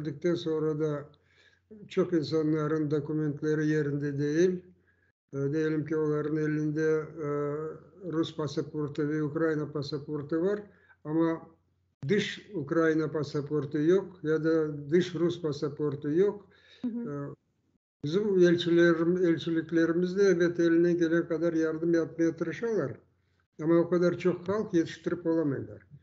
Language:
Crimean Tatar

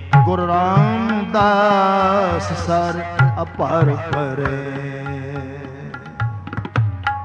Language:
Punjabi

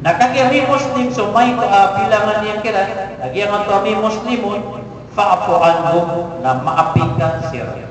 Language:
Maranao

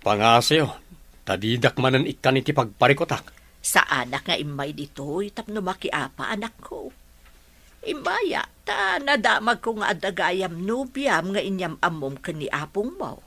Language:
Iloko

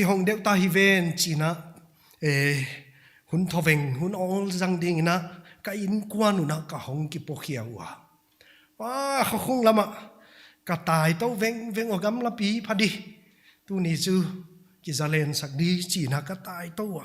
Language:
Paite Chin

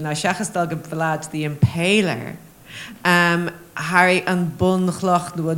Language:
Irish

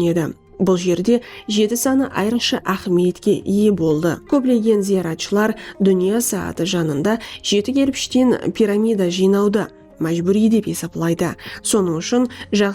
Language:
Kara-Kalpak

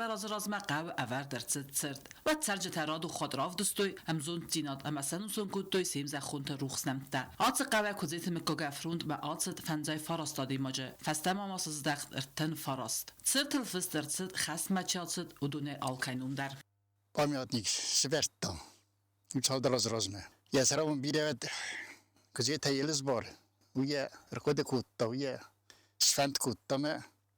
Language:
Ossetic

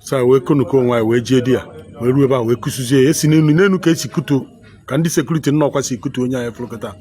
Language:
Igbo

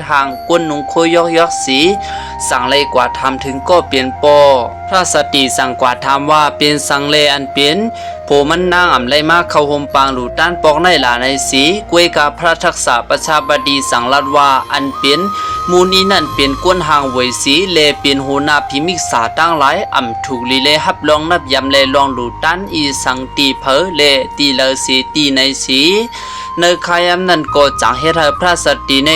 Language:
Shan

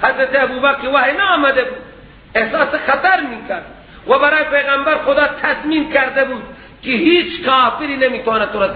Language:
Persian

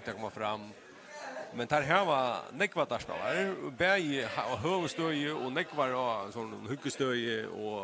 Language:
Faroese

